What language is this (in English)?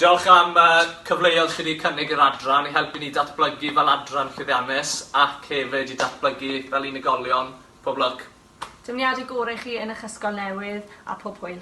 Welsh